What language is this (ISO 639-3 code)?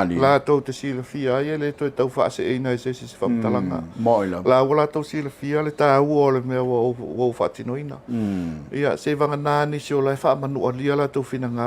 smo